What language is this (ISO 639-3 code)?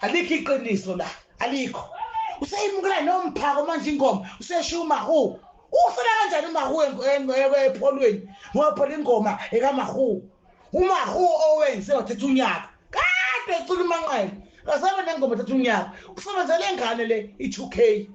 zul